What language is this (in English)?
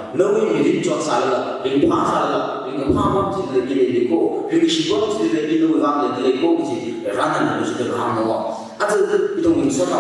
Tangkhul Naga (India)